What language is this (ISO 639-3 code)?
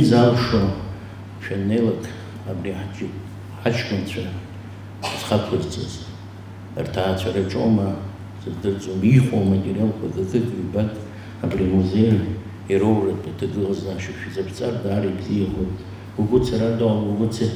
abk